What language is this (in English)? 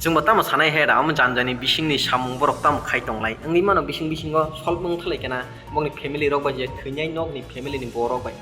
Kok Borok